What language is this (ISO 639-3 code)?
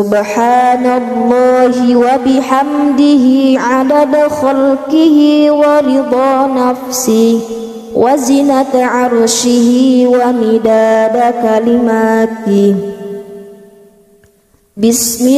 ara